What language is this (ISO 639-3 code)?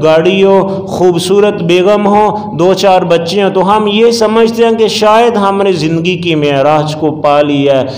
urd